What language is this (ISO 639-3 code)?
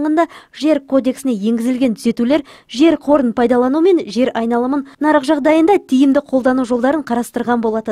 kaz